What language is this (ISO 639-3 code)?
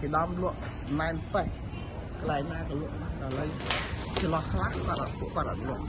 khm